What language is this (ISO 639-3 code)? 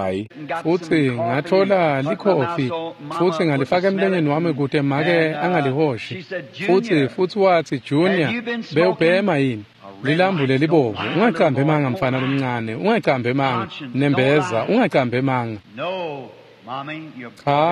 ssw